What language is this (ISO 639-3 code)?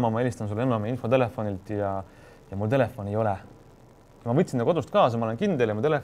est